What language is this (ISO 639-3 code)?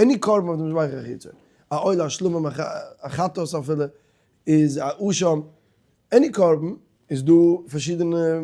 yid